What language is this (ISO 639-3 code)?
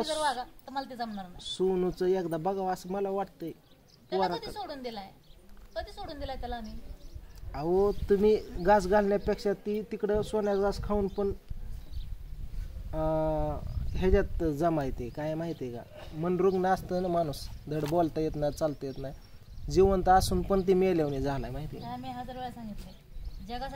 mar